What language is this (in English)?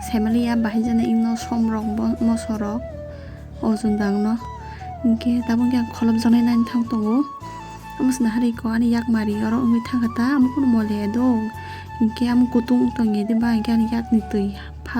Kok Borok